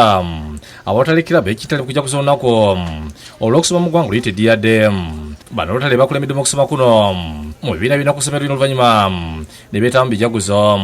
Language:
Ganda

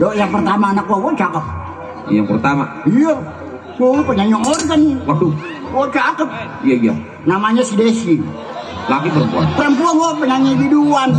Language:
Betawi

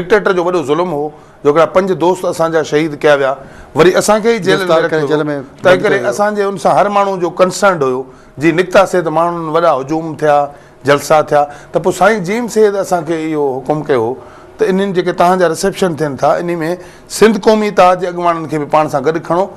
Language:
Sindhi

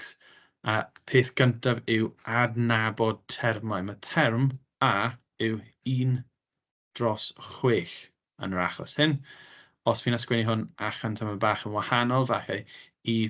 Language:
Welsh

